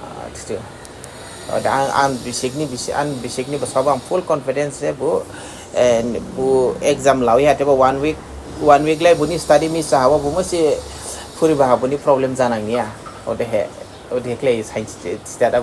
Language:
Dimasa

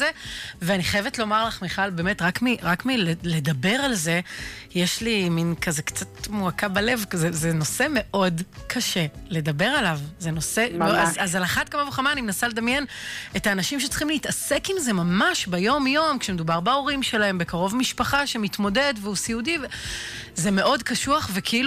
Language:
Hebrew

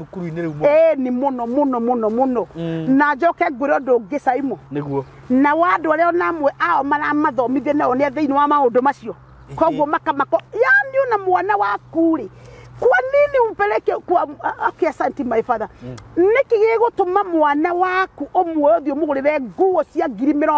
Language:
Kikuyu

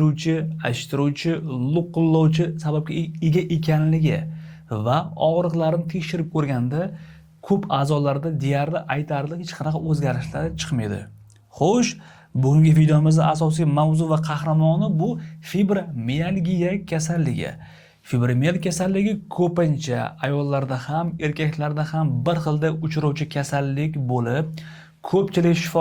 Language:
Uzbek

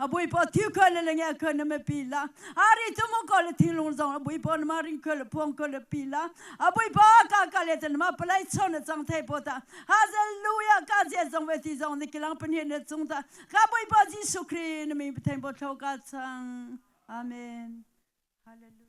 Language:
Hakha Chin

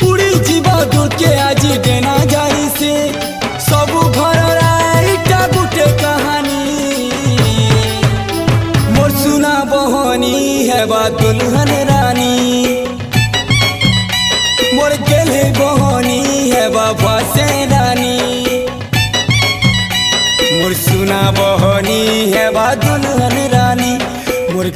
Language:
Sambalpuri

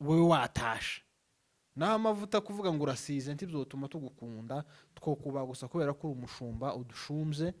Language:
Rundi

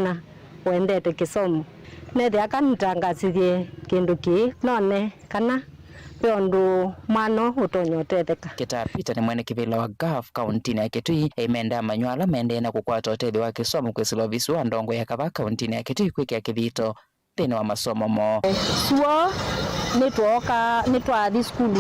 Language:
Kamba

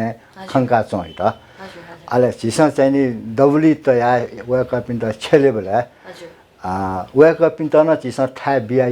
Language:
Newari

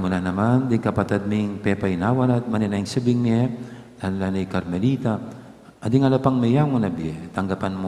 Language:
Pampanga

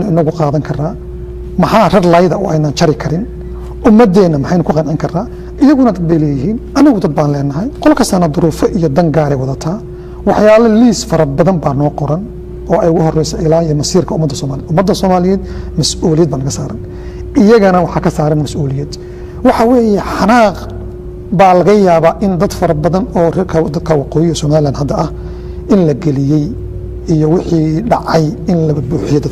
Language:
Somali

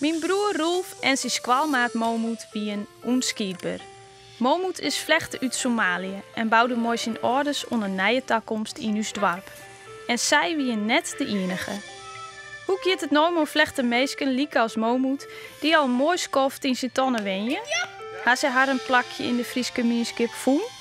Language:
Western Frisian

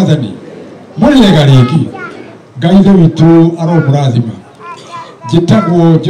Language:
Kikuyu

